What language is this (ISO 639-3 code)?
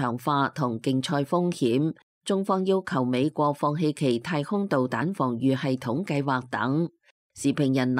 yue